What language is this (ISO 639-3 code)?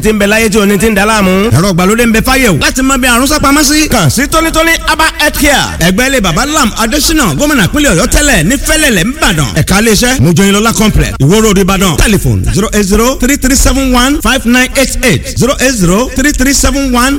yor